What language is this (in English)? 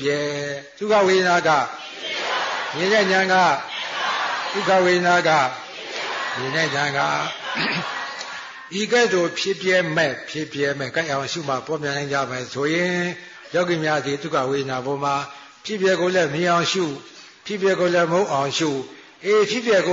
Burmese